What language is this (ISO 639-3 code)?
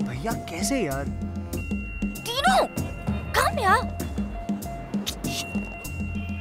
hin